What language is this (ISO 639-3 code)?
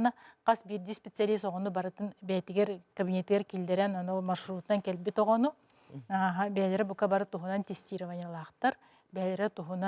sah